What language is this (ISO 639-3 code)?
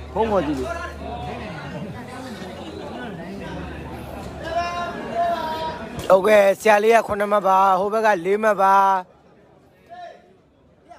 mya